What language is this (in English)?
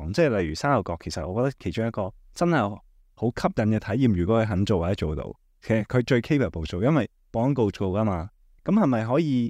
Cantonese